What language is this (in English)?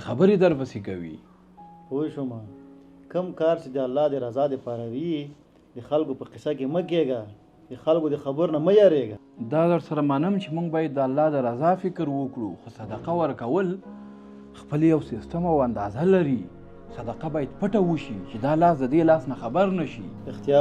Pashto